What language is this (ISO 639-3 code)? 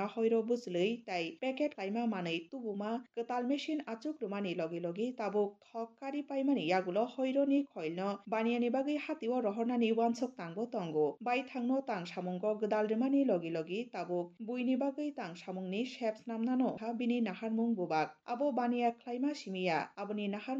trp